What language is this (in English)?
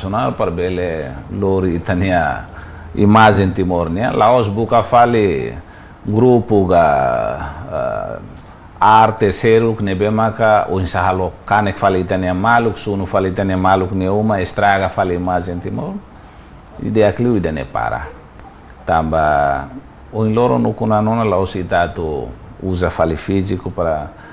Tetum